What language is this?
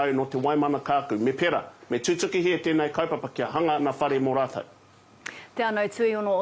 Māori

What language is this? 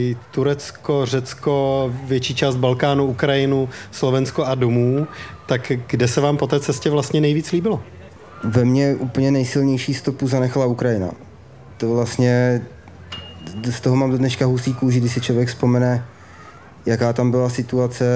Czech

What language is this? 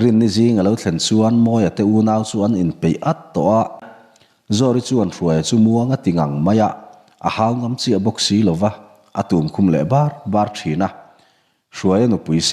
Mizo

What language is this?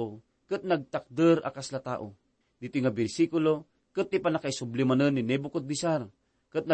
Iloko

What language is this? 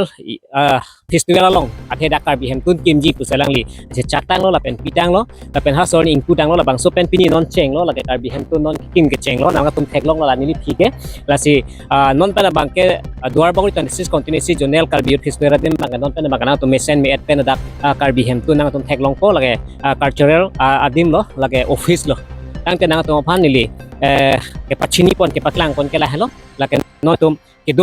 Karbi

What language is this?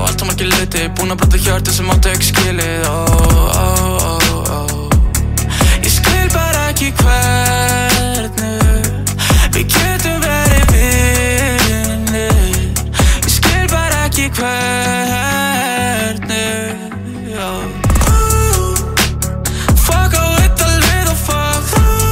Icelandic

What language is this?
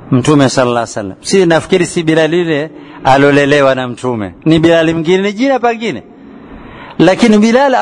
Swahili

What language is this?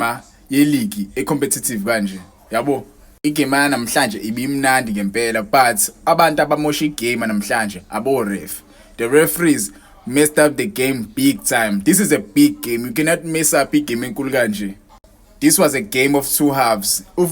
Zulu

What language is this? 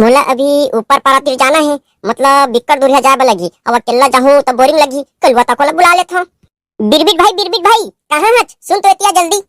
Chhattisgarhi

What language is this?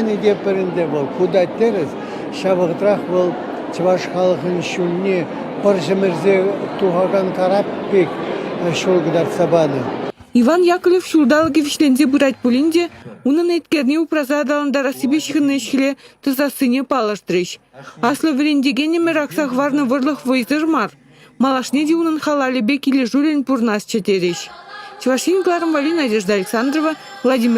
Chuvash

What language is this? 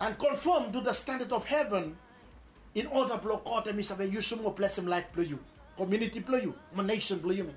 Bislama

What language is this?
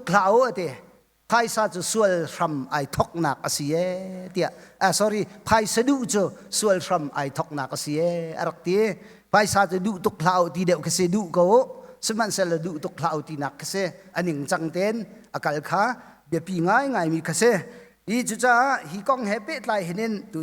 Hakha Chin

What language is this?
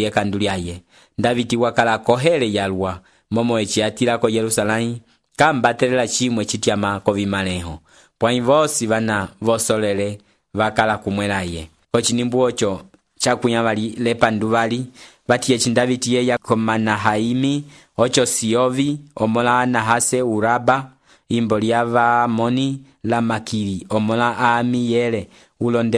Umbundu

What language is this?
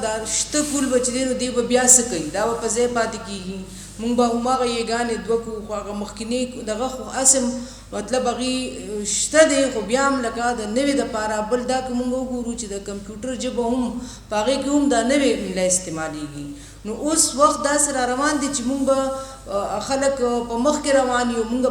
Pashto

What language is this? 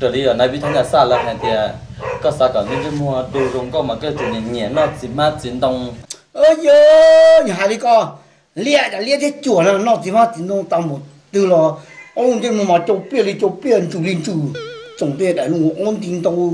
Hmong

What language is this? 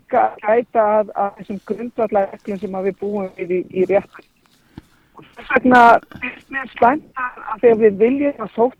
Icelandic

